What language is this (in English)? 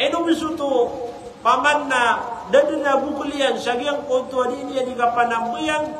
Maranao